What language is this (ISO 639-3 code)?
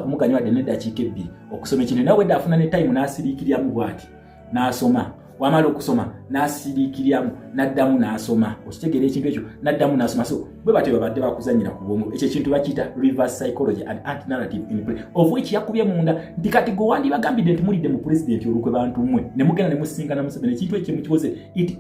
lug